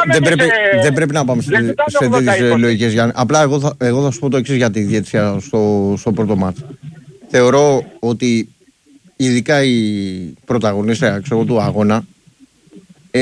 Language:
Greek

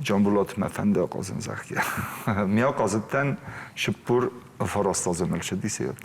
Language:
Ossetic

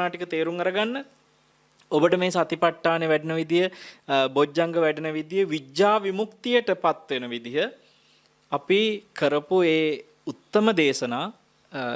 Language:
Sinhala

